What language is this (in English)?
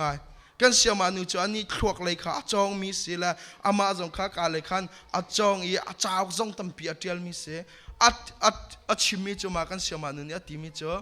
Hakha Chin